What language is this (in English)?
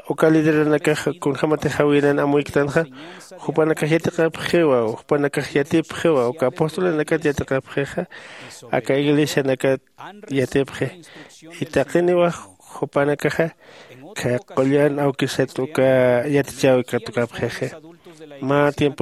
Aymara